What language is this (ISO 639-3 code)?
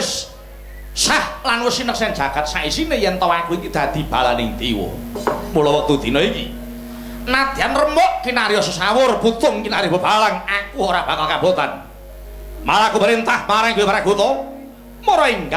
jav